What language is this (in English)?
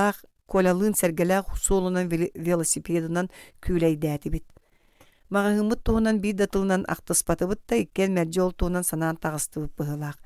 Yakut